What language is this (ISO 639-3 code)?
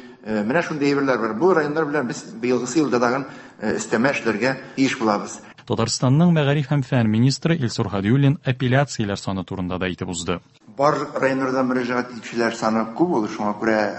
tat